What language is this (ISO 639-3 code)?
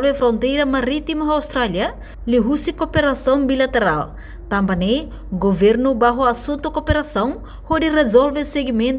tet